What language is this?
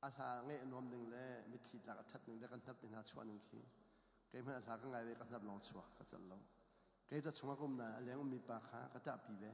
Hakha Chin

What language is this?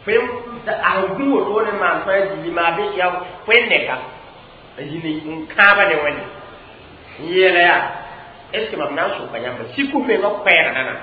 Mossi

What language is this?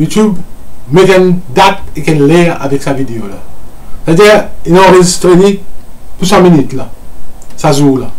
Morisyen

